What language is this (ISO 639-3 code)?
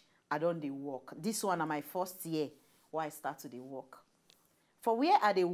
pcm